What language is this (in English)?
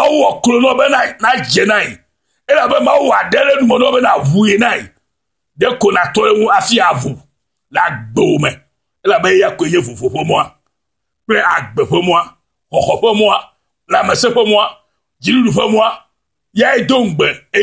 Ewe